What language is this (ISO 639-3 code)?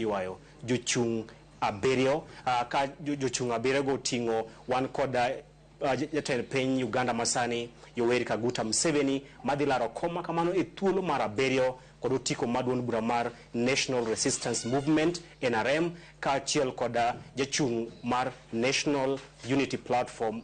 luo